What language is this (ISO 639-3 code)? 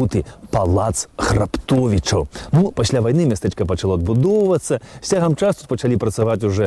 bel